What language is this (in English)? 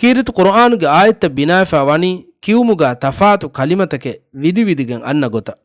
Divehi